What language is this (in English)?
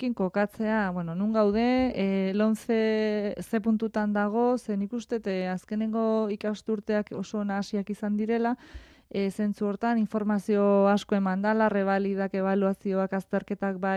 Basque